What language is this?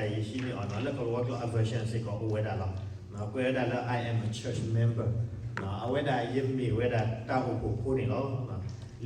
S'gaw Karen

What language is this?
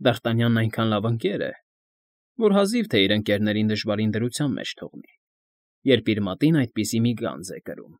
Armenian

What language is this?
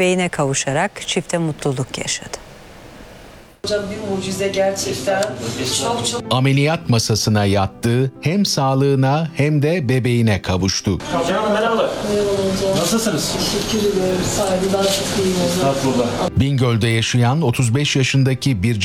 Turkish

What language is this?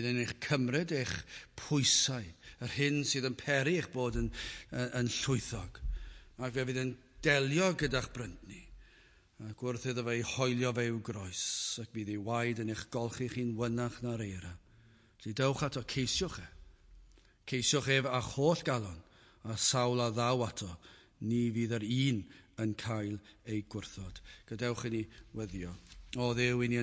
Welsh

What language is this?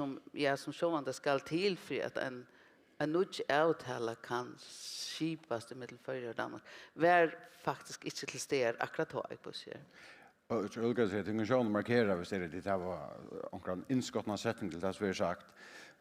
Faroese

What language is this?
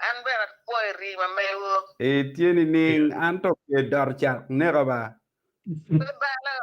Acoli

